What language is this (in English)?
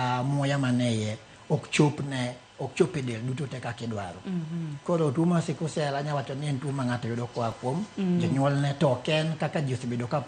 Luo (Kenya and Tanzania)